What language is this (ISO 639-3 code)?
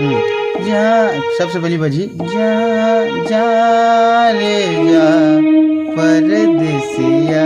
hne